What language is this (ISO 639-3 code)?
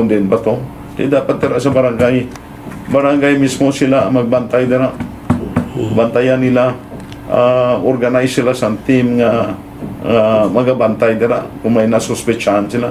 hil